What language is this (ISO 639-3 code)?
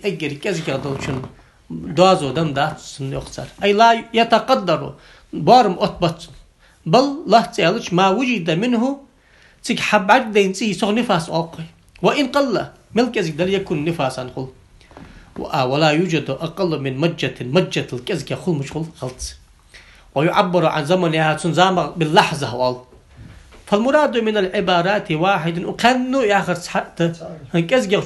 inh